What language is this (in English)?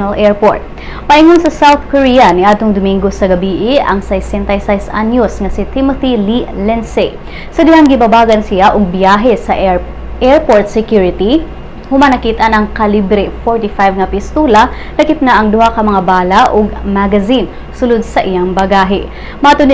Cebuano